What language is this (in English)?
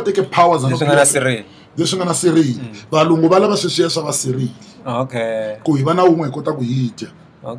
Tsonga